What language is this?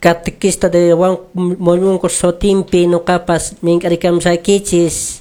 Quechua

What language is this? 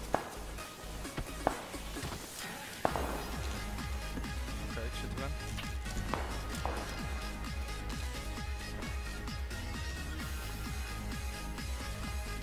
Dutch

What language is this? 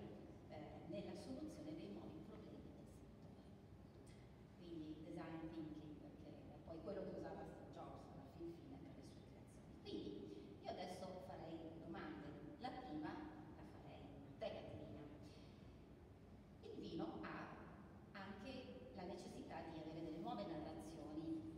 Italian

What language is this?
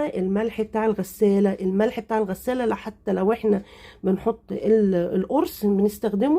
Egyptian Arabic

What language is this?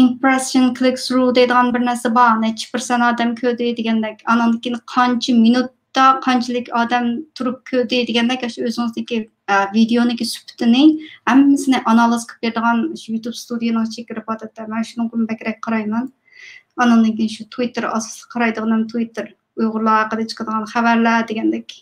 Uyghur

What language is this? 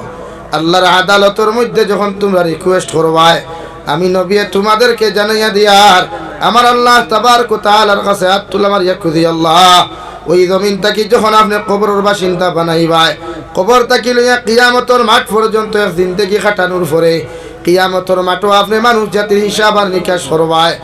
Sylheti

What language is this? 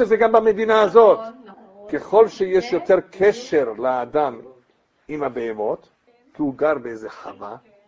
Hebrew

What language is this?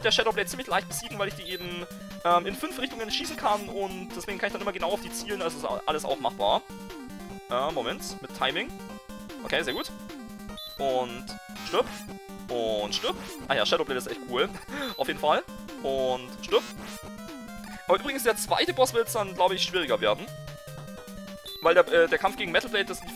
German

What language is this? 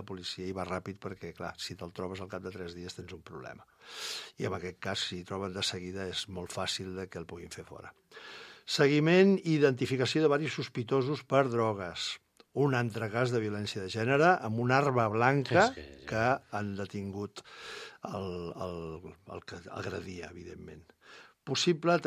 Catalan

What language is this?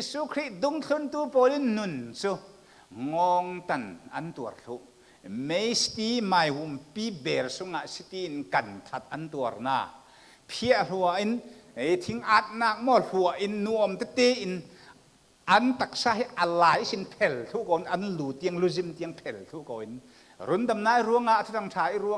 Falam Chin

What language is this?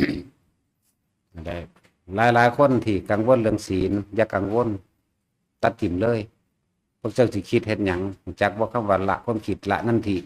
Northeastern Thai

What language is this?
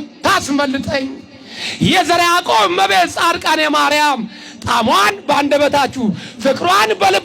Amharic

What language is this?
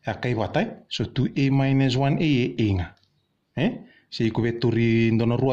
Fijian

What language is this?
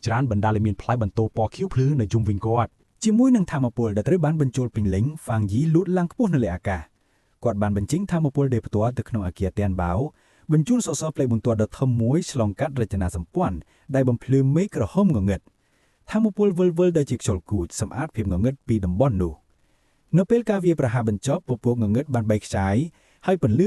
Khmer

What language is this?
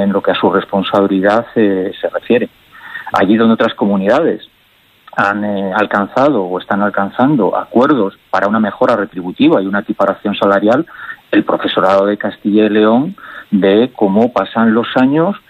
Spanish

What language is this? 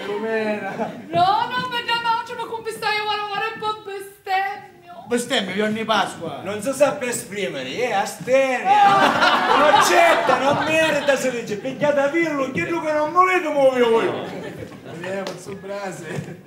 Sicilian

